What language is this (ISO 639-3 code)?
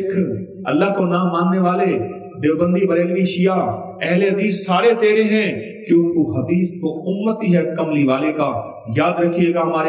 urd